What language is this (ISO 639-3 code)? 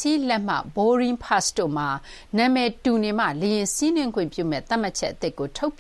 mya